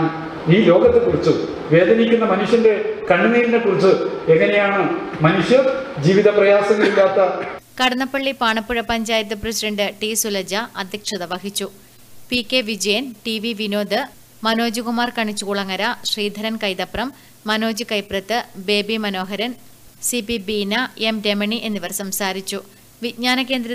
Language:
Malayalam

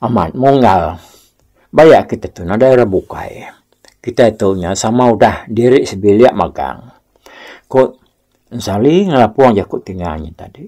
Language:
Iban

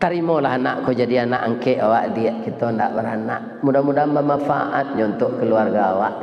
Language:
Minangkabau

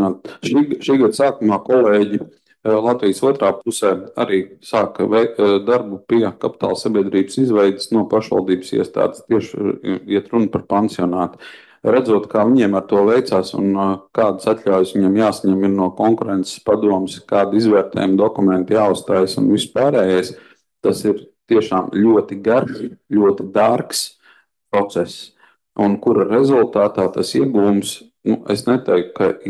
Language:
Latvian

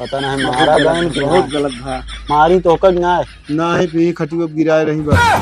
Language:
Awadhi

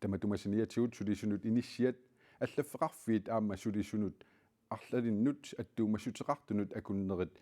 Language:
Kalaallisut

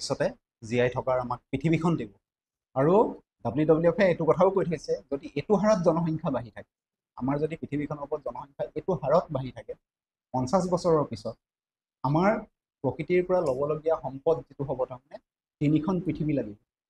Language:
Assamese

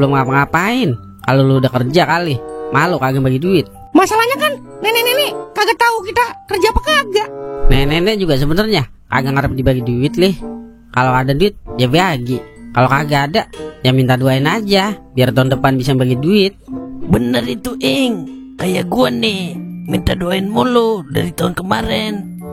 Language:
Betawi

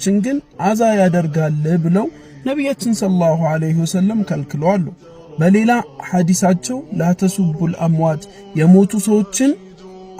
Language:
Amharic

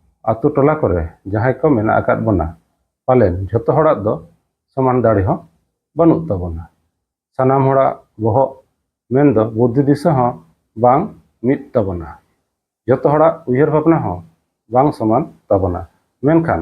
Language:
Santali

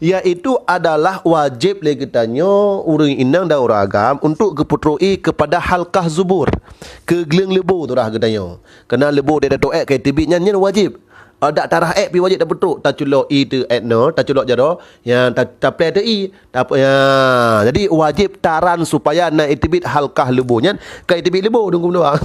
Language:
Achinese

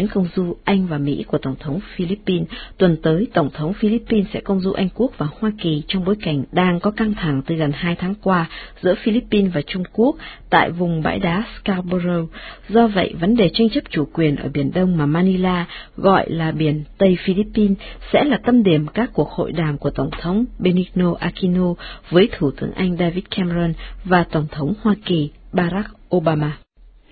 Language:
Vietnamese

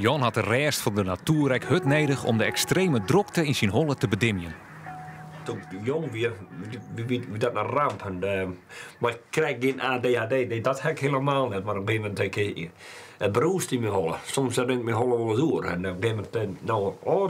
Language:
Western Frisian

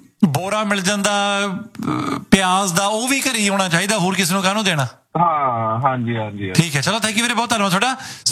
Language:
Punjabi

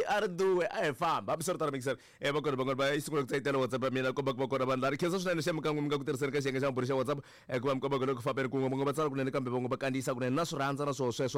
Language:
Tsonga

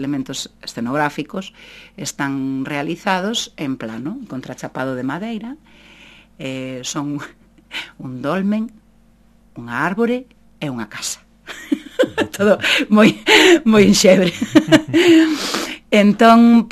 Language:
Galician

